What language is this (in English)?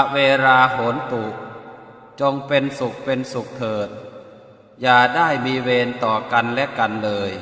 Pali